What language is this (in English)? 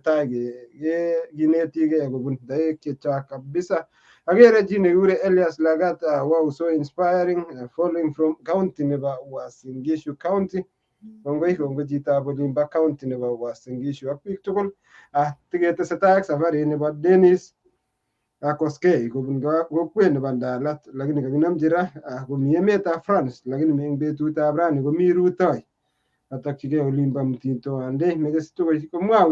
Kalenjin